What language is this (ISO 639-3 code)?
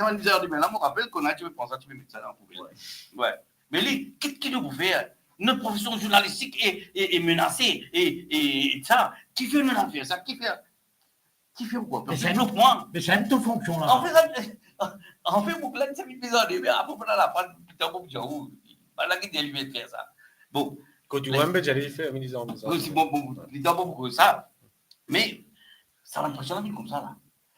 mfe